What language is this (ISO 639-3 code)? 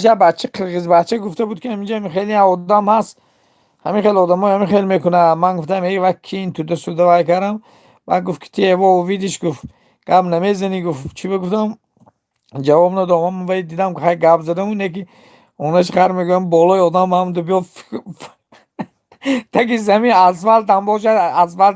tgk